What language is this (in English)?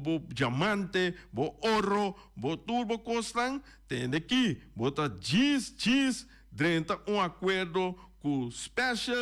Papiamento